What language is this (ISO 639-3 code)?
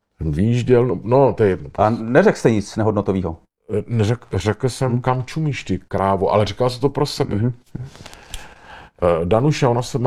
ces